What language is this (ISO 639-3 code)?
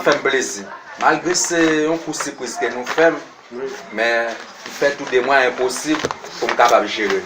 hat